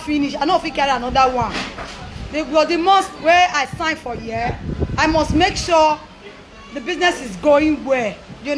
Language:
Nigerian Pidgin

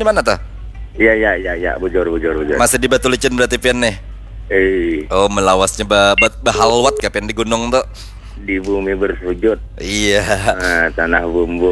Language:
Banjar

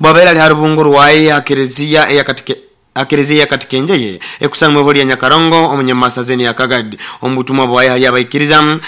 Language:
Nyoro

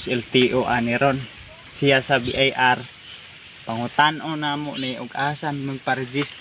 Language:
Cebuano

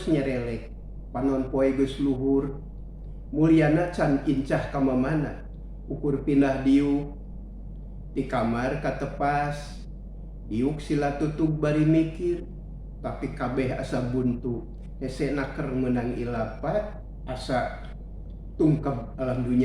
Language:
Sundanese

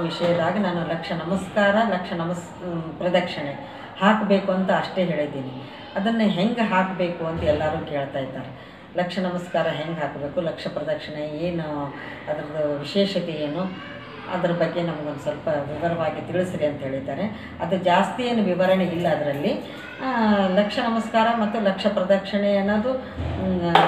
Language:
Kannada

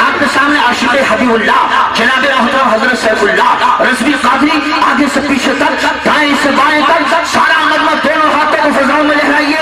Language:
Urdu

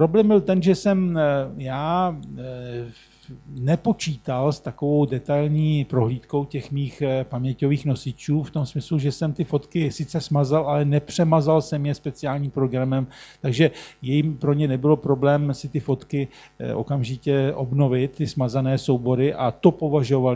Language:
Czech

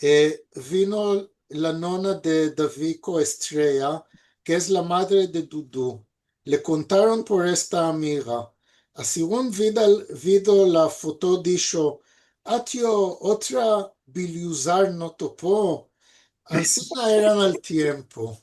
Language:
Ladino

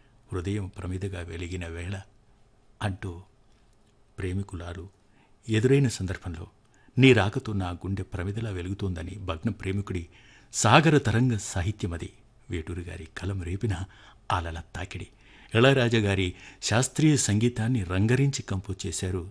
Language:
Telugu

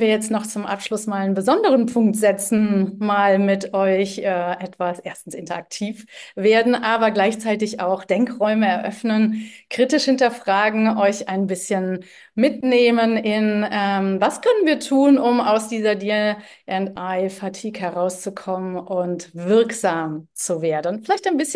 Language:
German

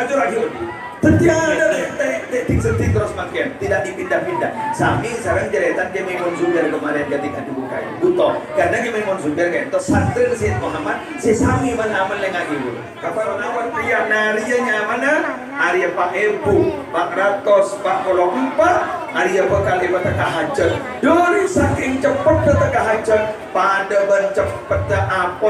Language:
Madurese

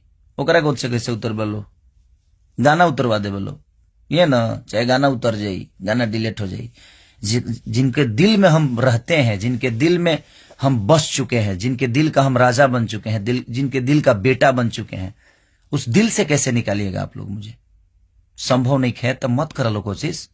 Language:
Bhojpuri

